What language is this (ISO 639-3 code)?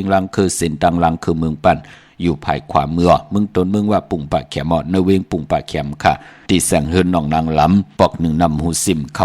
shn